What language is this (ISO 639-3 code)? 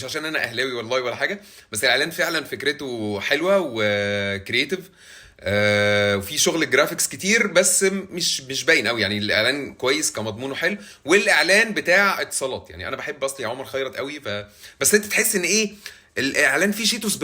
arz